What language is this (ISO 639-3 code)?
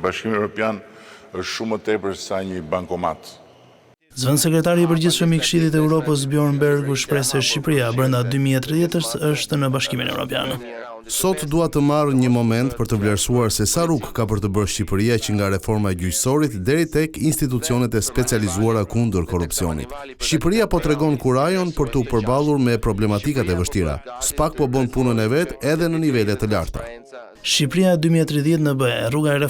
sqi